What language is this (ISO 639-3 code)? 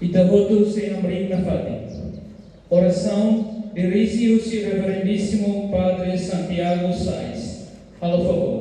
tet